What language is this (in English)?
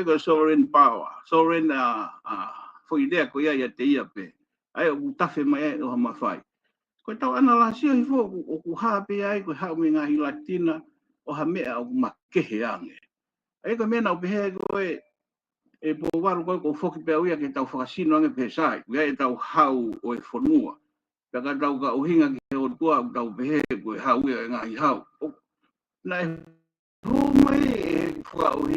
Tongan